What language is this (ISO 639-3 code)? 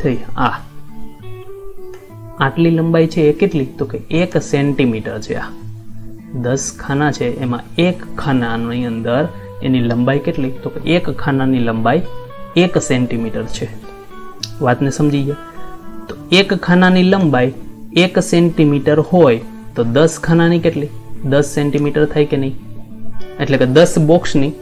guj